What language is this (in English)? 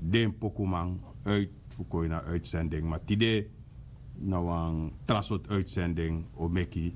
Sranan Tongo